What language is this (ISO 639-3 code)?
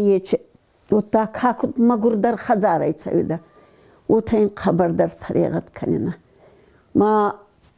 oss